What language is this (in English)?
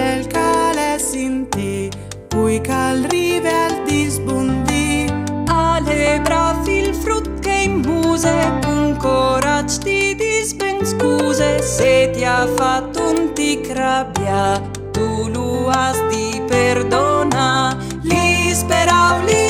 Friulian